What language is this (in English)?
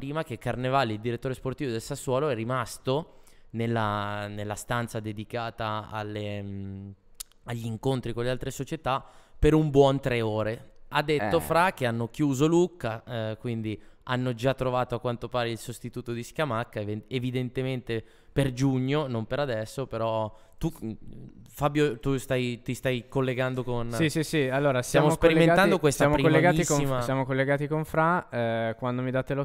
Italian